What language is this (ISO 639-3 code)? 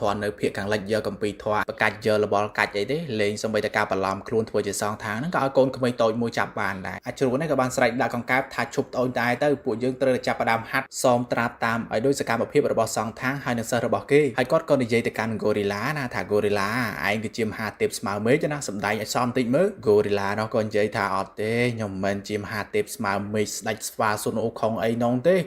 khm